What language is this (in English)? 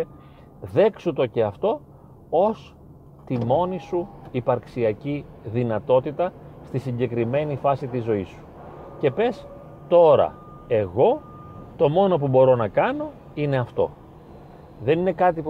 Greek